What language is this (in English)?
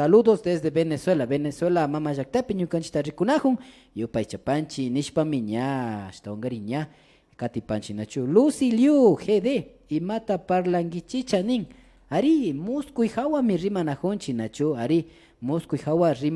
Imbabura Highland Quichua